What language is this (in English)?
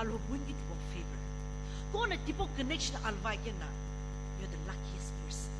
Sumi Naga